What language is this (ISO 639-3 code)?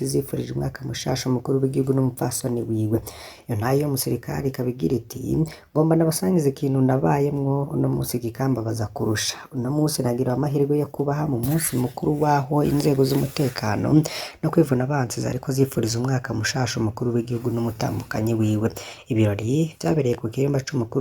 run